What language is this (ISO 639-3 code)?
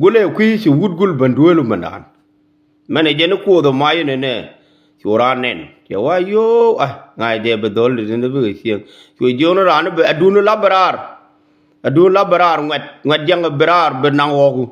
nus